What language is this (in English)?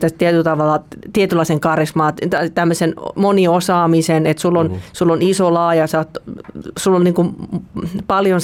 Finnish